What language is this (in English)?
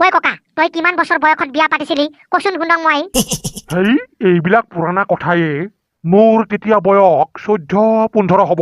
Assamese